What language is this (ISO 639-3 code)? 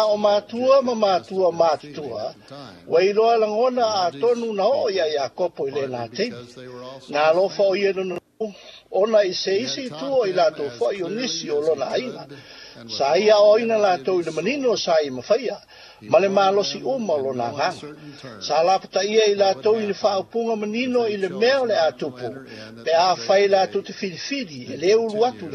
smo